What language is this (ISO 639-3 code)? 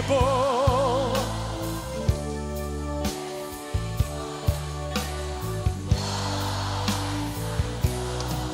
hrv